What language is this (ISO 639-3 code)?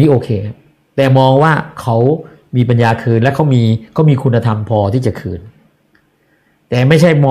tha